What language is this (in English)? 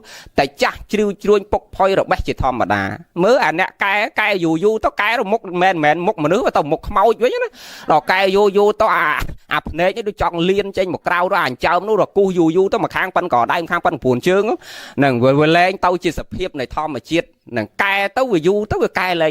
Khmer